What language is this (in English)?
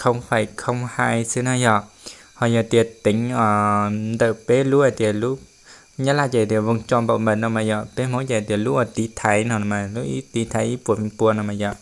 Hmong